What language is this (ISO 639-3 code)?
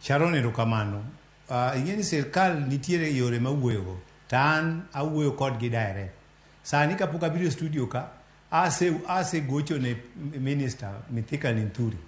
luo